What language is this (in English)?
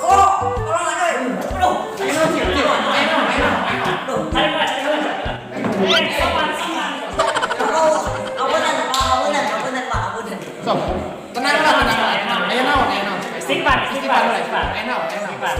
Sundanese